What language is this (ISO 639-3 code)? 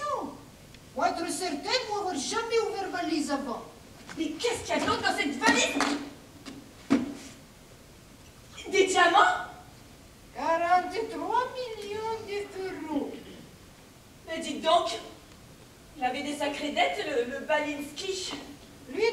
fra